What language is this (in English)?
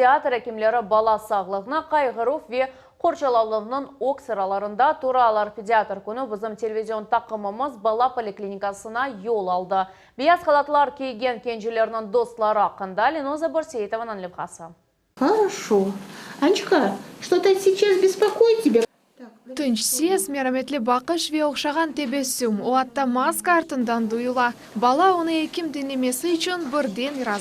Crimean Tatar